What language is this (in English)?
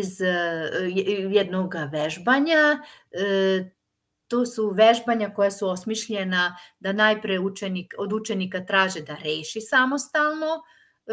Serbian